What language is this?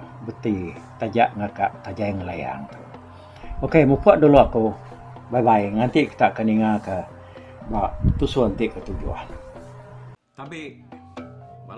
Iban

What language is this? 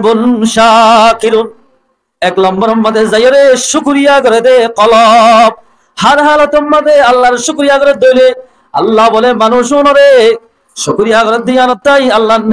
Rohingya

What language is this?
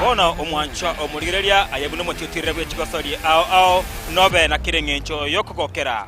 Gusii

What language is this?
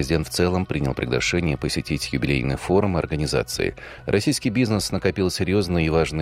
Russian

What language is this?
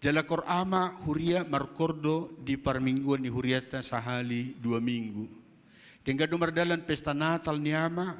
Batak Toba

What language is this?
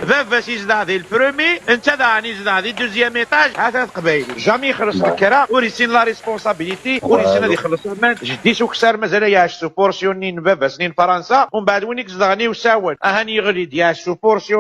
Kabyle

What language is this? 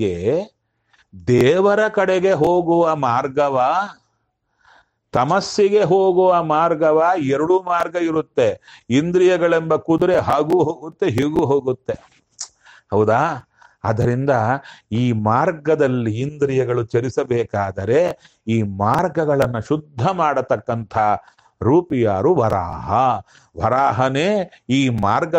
Kannada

